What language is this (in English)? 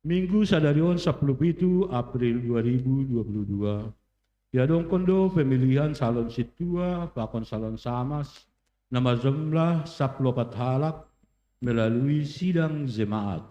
Batak Simalungun